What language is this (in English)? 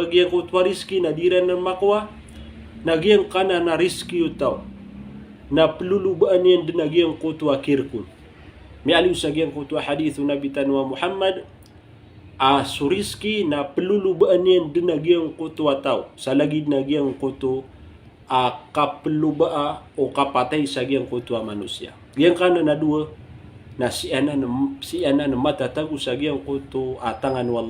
Maranao